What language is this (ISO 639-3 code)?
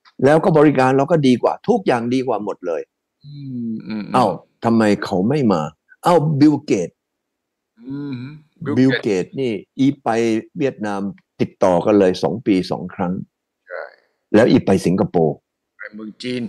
tha